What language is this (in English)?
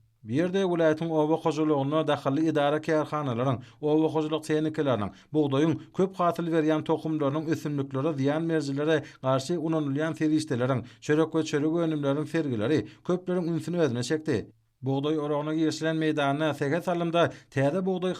Turkmen